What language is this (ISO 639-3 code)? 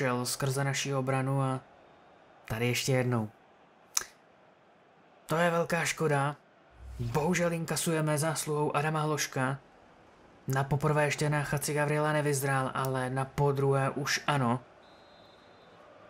ces